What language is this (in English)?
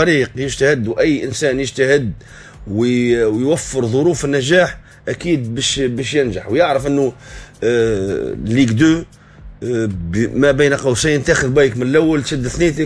Tunisian Arabic